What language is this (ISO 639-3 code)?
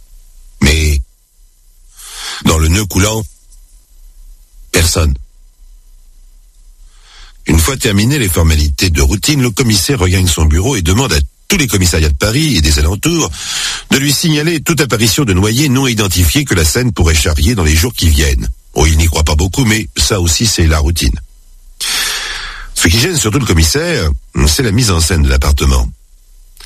fra